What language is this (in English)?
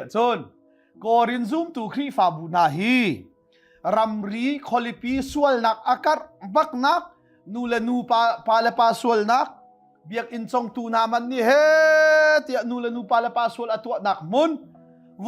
Hakha Chin